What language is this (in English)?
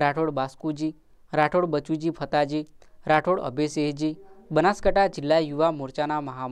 Gujarati